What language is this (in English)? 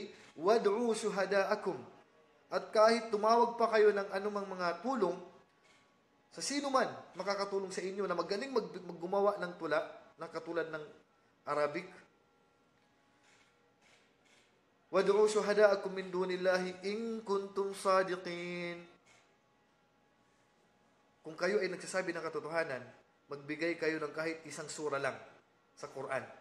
Filipino